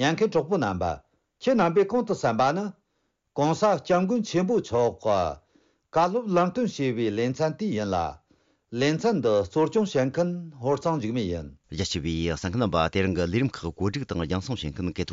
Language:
Tibetan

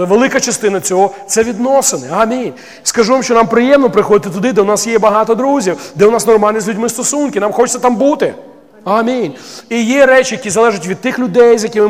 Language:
Ukrainian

